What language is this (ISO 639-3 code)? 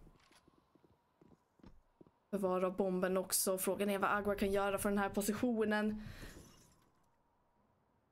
swe